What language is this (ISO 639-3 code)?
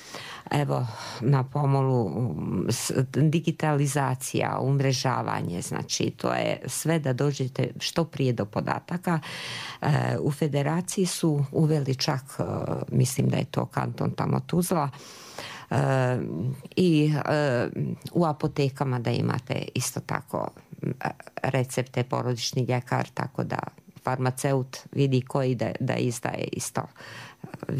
srp